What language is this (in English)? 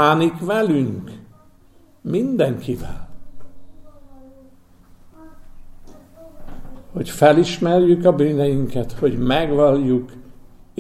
Hungarian